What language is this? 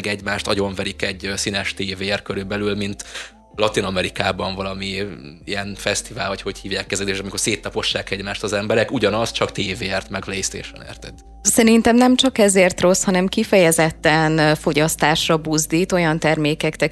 Hungarian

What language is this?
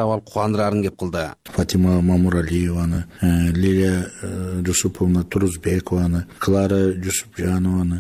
Kyrgyz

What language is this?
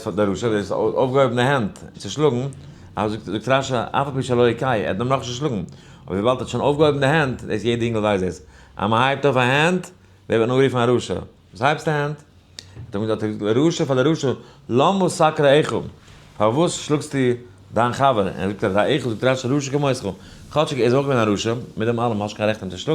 Yiddish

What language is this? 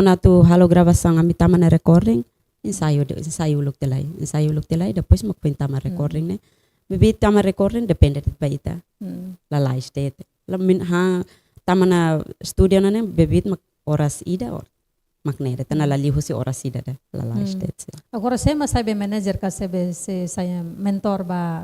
Tetum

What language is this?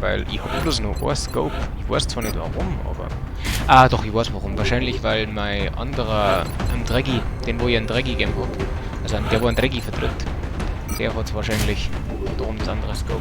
Bavarian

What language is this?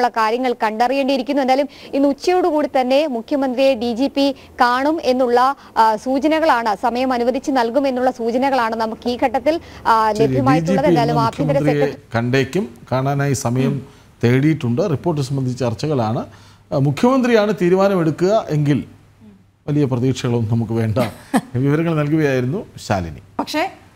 Malayalam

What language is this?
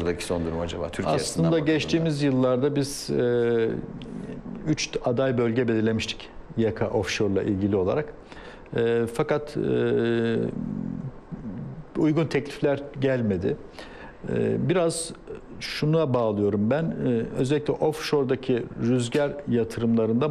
Turkish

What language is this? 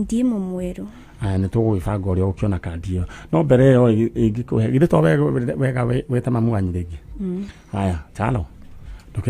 Kikuyu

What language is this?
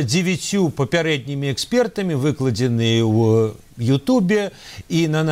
Belarusian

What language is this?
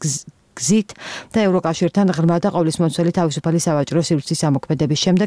Georgian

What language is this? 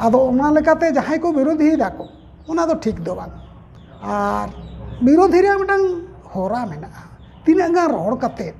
Santali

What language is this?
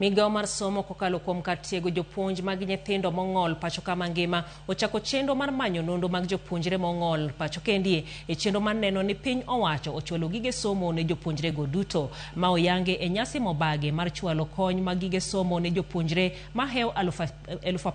Luo (Kenya and Tanzania)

